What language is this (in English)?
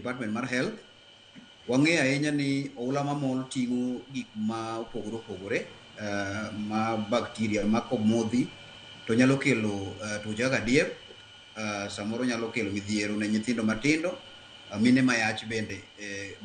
Luo (Kenya and Tanzania)